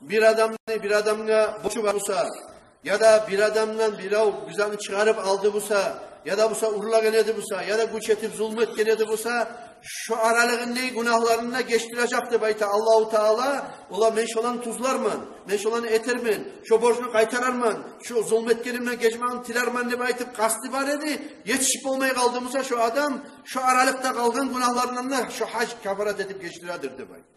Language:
Kumyk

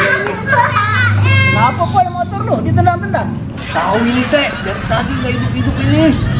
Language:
Betawi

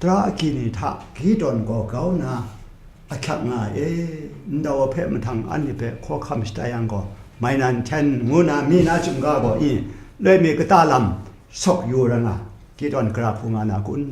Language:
Kachin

